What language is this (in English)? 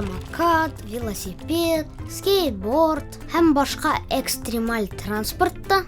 Bashkir